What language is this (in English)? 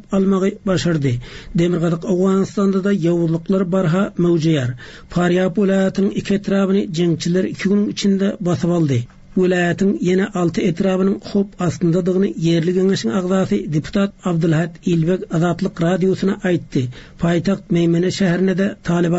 Turkmen